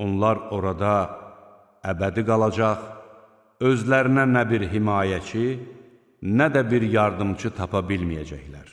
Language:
Azerbaijani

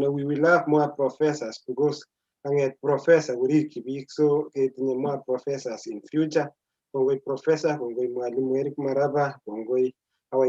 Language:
Kalenjin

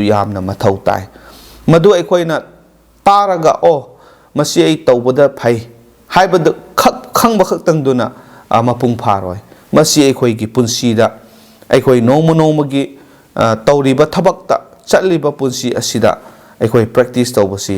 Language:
Manipuri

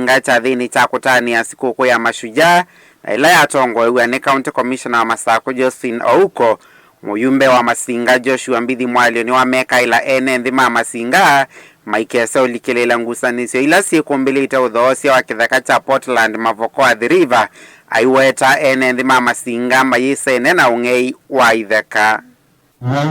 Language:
Kamba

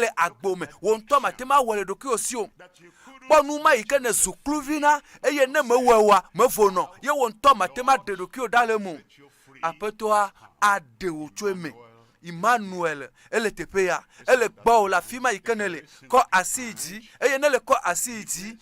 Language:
Ewe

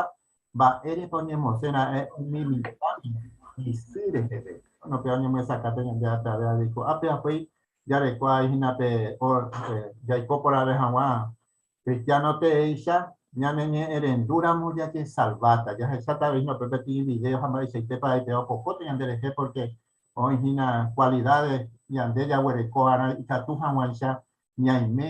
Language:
Guarani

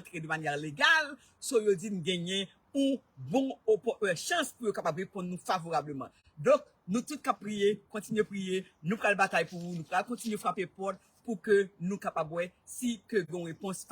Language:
Haitian Creole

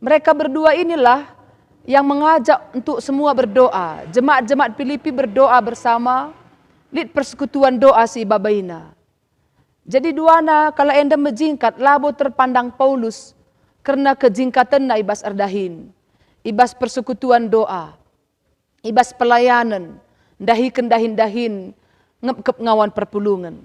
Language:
Batak Karo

